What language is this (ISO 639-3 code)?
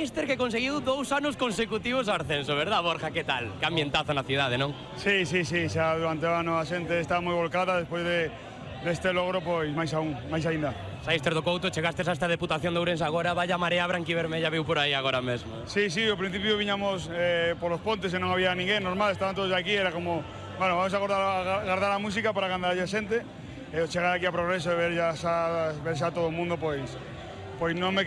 glg